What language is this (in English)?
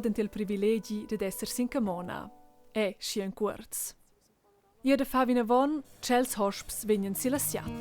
Romansh